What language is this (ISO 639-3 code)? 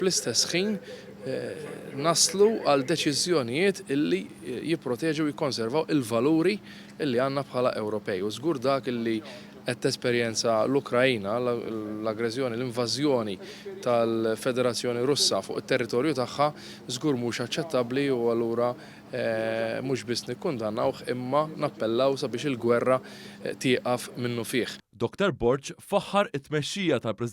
mlt